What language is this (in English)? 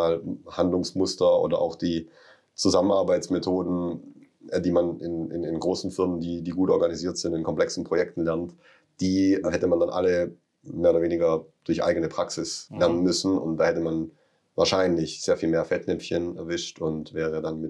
German